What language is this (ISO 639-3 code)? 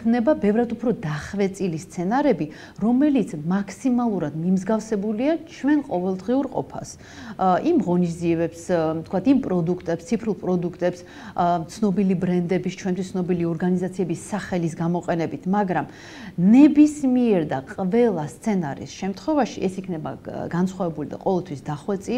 kat